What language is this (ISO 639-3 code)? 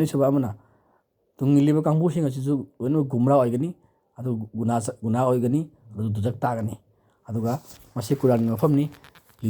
mni